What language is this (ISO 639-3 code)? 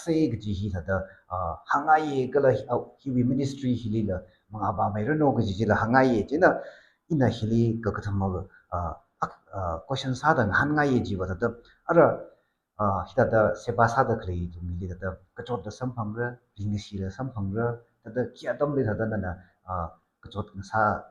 nmf